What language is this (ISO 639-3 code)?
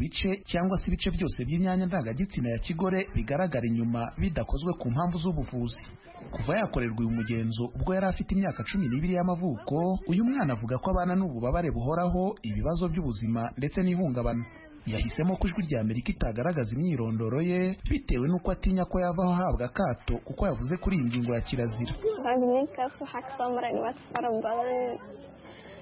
kin